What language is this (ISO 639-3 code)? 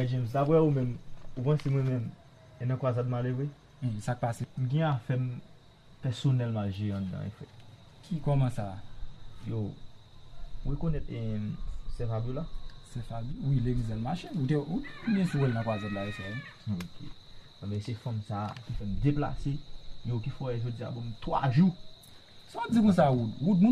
hat